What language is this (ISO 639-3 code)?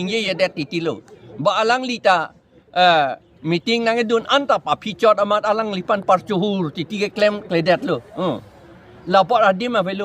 mjw